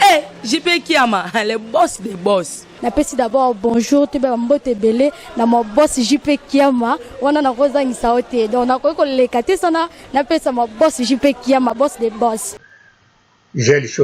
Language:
Lingala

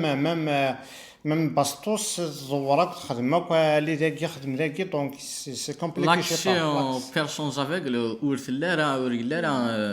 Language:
Kabyle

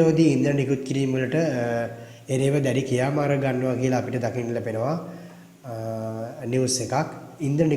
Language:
Sinhala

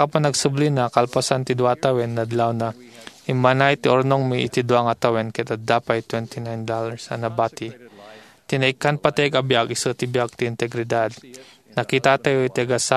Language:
Iloko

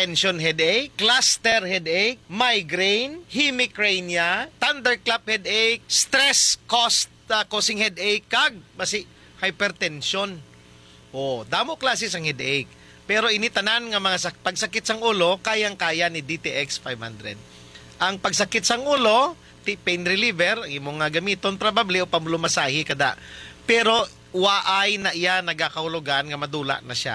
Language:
Hiligaynon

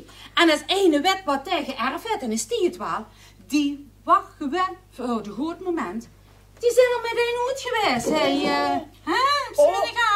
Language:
Limburgish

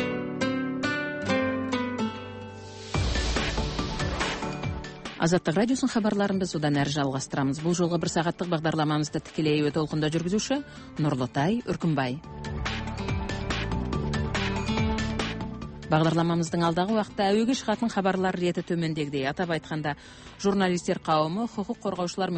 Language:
Kazakh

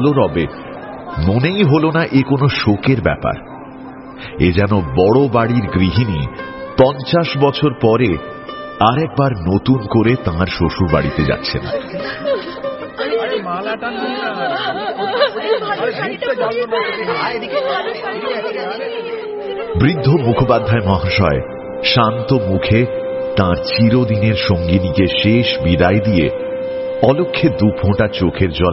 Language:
Bangla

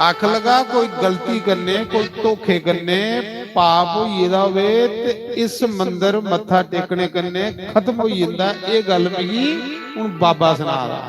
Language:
Dogri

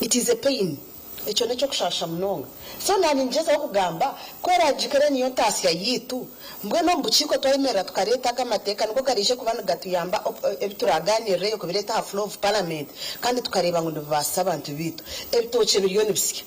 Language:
Nyankole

